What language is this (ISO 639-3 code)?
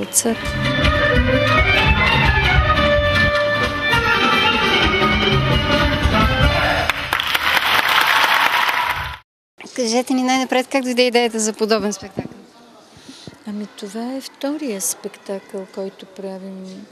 bul